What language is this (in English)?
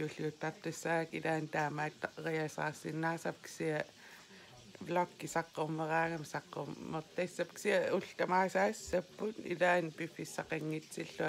Kalaallisut